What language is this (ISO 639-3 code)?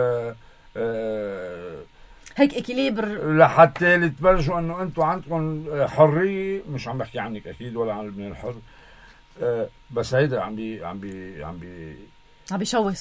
apc